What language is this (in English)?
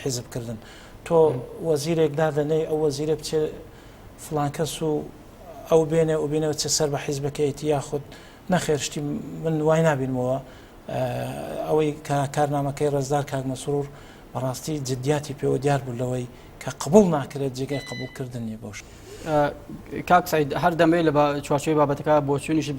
Central Kurdish